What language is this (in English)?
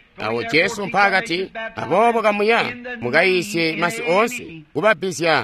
Tonga (Zambia)